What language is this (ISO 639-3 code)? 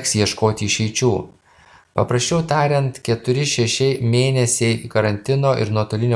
lit